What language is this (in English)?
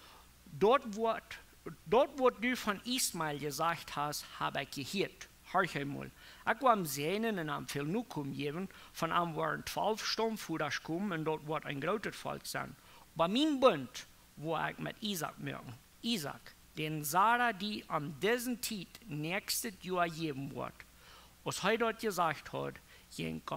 Plautdietsch